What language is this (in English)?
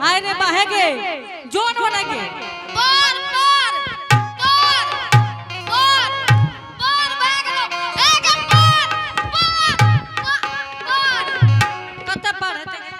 Angika